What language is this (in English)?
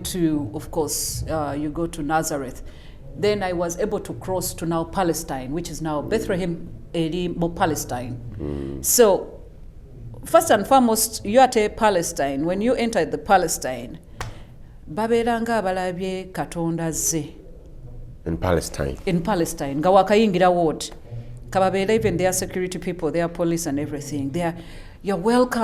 Ganda